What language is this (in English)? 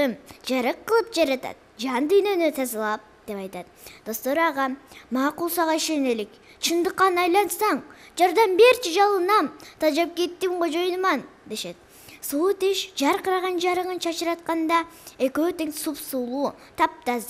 Kyrgyz